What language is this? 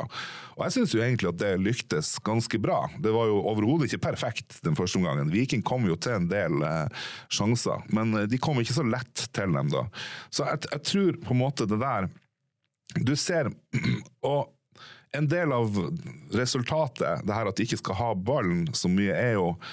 Norwegian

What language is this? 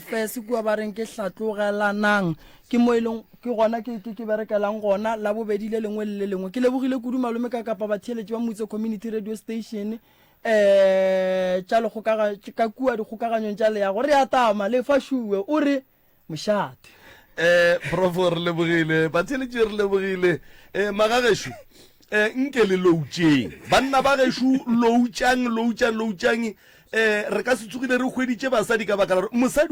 Northern Sotho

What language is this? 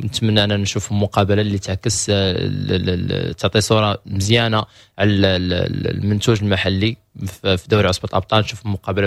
Moroccan Arabic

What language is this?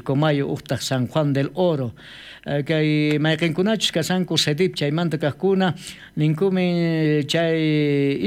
South Bolivian Quechua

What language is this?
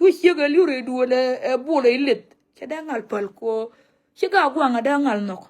Nuer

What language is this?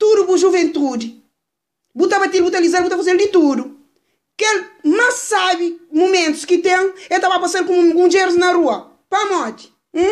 Kabuverdianu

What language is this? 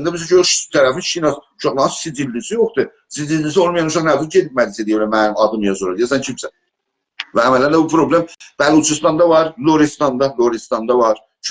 South Azerbaijani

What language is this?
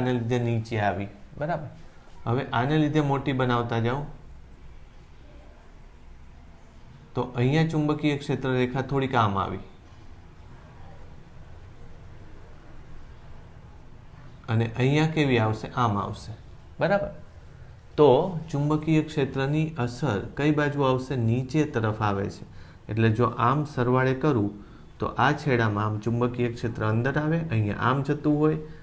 Gujarati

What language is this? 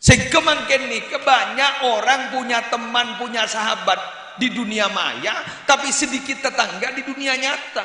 Madurese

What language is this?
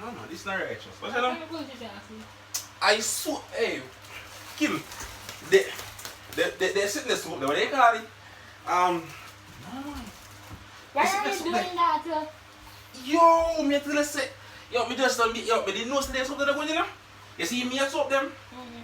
Jamaican Creole English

